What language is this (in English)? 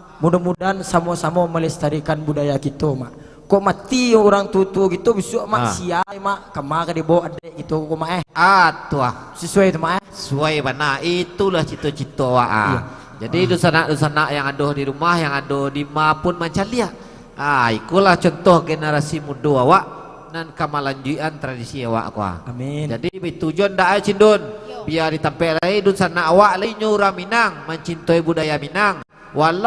Minangkabau